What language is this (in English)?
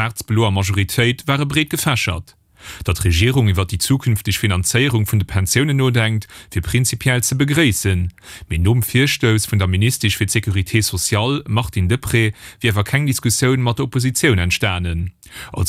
Luxembourgish